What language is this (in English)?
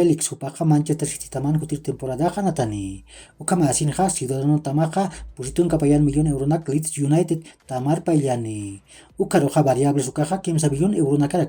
Aymara